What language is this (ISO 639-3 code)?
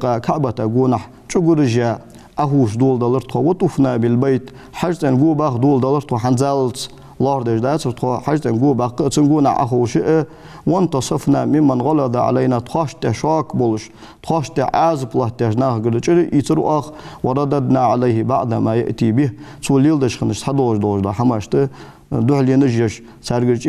inh